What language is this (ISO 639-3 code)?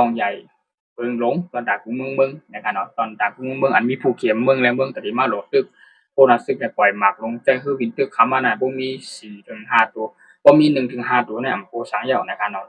shn